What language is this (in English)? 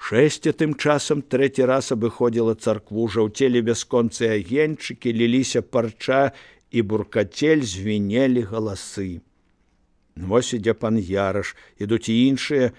Belarusian